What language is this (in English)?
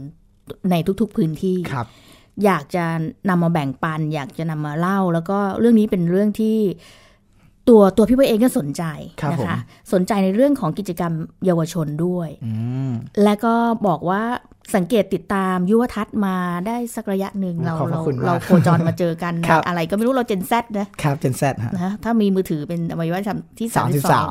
Thai